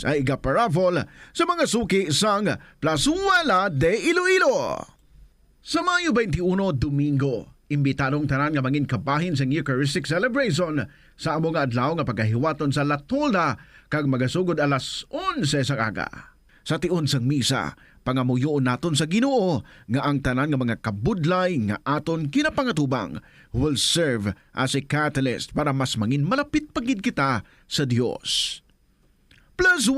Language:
Hiligaynon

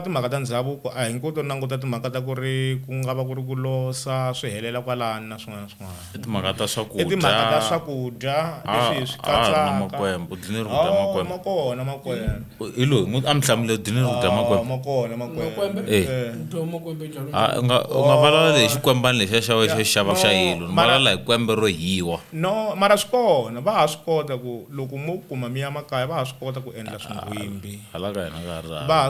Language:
Tsonga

